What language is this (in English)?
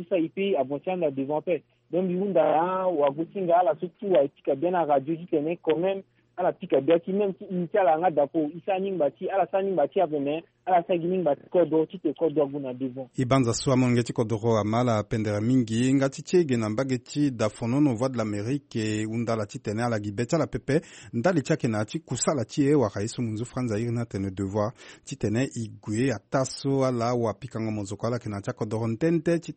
Sango